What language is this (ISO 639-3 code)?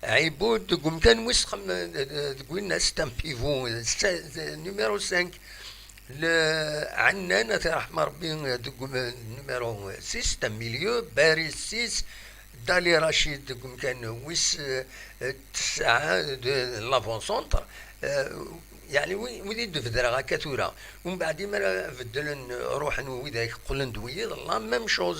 kab